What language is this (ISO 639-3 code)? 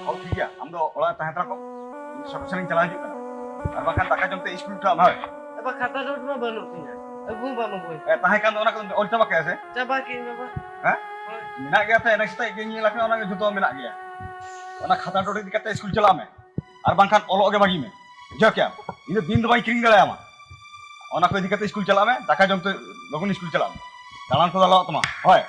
sat